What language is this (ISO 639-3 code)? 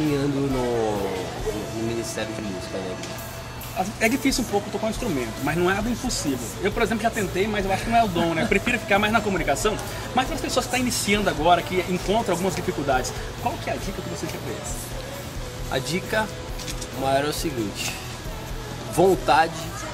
por